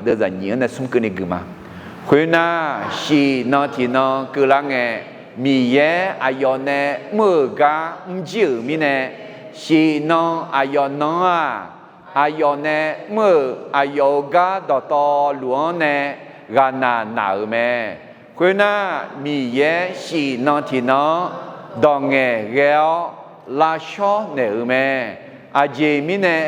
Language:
Akha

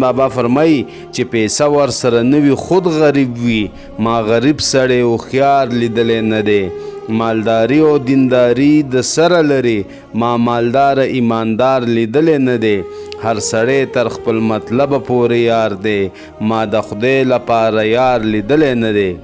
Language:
Pashto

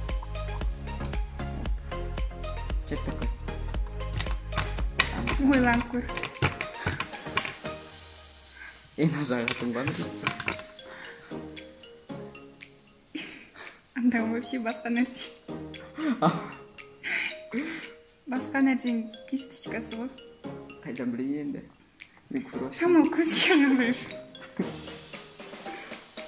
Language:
Kazakh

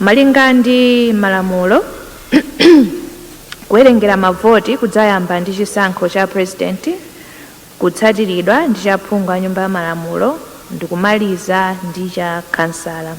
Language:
Nyanja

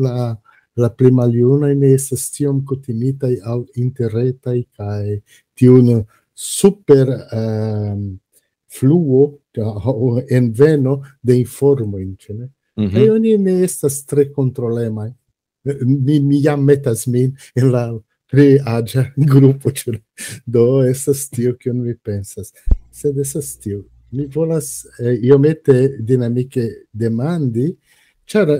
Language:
Esperanto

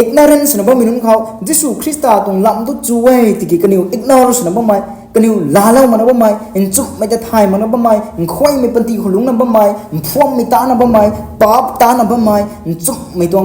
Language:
Rongmei Naga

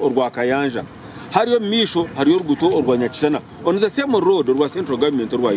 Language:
Nyankole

